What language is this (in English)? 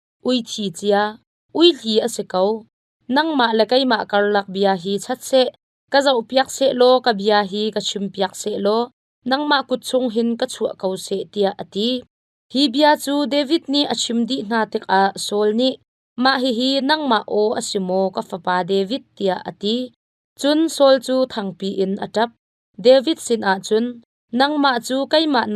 Hakha Chin